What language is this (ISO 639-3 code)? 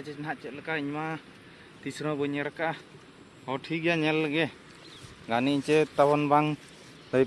sat